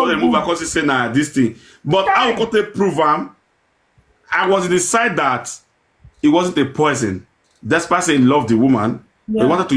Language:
Nigerian Pidgin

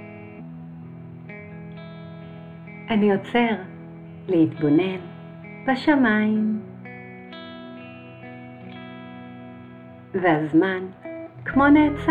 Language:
Hebrew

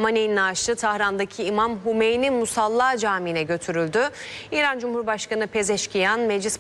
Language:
Turkish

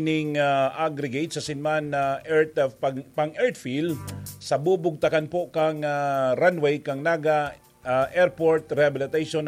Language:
Bikol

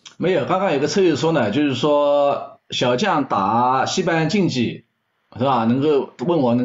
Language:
Chinese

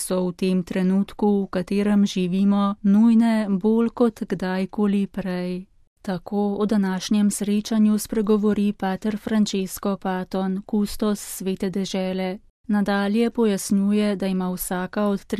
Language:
Slovenian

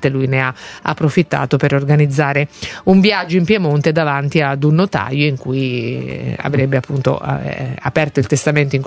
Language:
Italian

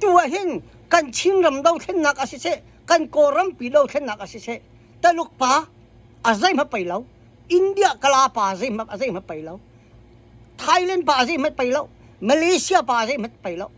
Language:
Hakha Chin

